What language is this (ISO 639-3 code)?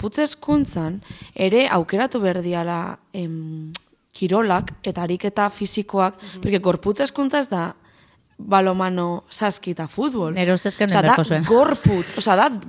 eus